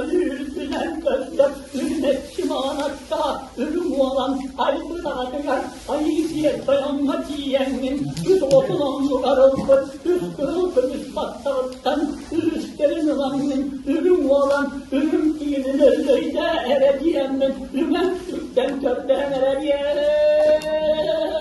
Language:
Yakut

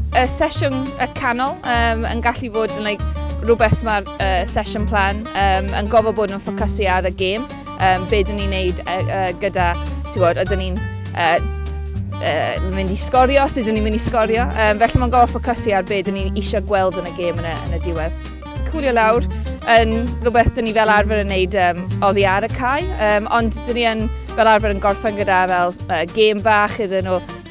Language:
Welsh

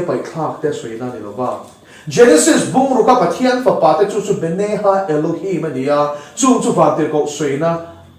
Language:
Mizo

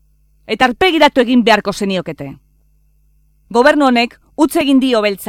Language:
Basque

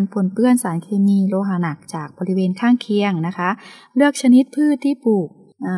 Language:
Thai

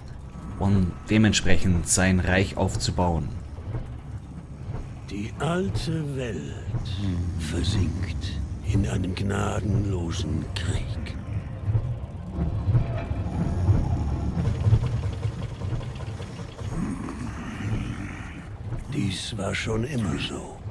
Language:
German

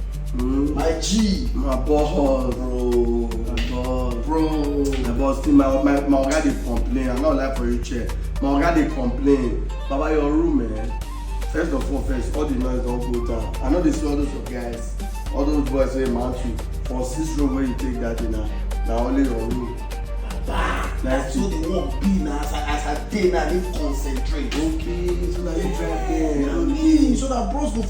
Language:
Nigerian Pidgin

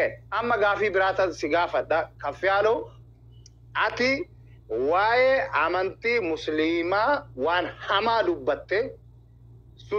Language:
Oromo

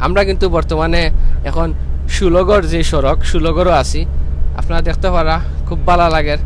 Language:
Sylheti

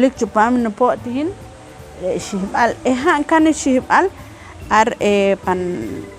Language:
Poqomchi'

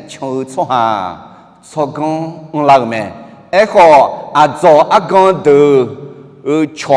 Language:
Akha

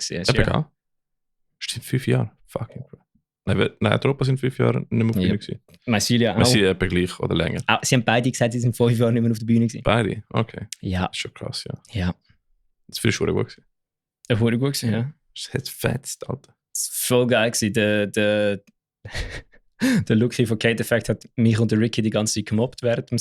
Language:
Swiss German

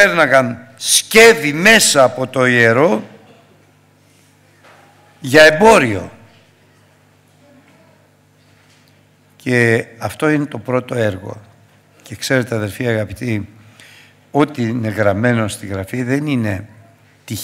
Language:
Greek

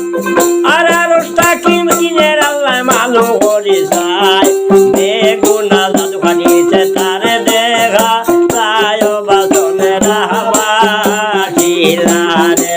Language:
Sylheti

